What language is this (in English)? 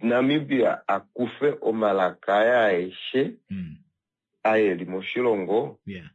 Kuanyama